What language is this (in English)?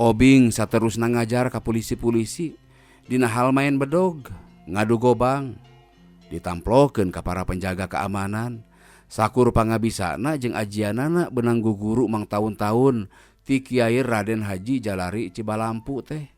Sundanese